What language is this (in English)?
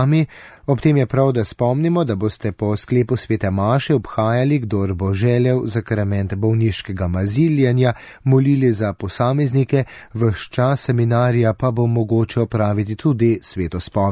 Slovenian